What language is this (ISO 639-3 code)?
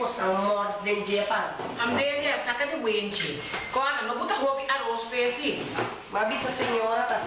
pap